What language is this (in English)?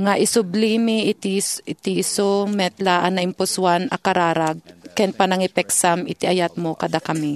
Iloko